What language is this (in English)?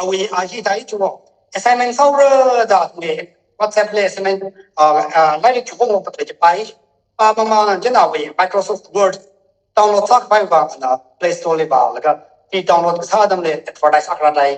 Tangkhul Naga (India)